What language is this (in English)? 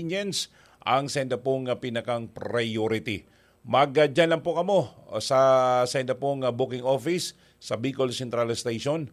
Bikol